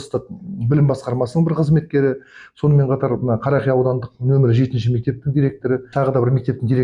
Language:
Kazakh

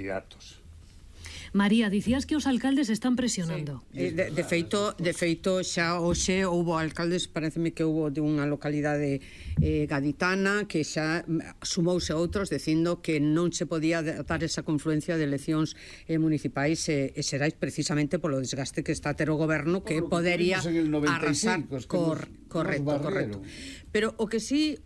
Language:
Galician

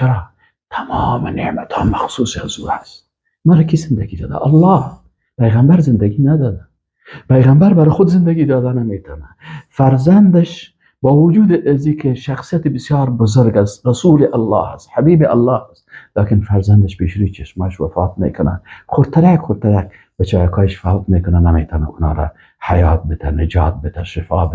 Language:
Persian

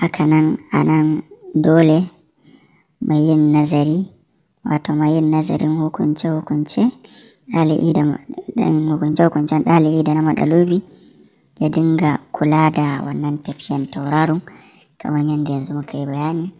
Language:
Hausa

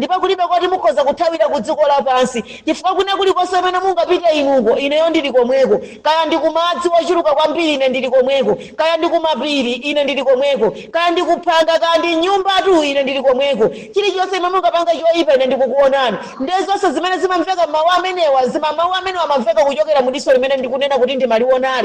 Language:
Nyanja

